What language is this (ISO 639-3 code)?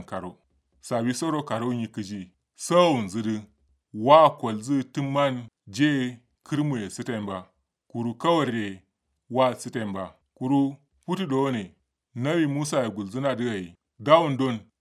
kau